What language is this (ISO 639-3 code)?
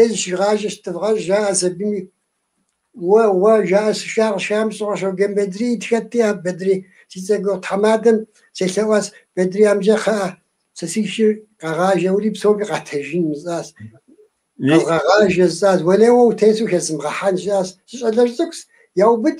kbd